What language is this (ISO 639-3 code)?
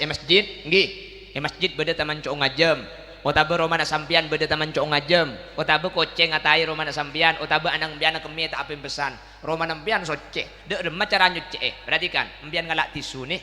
mad